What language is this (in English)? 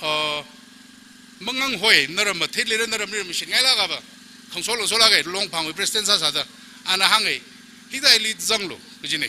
Tangkhul Naga (India)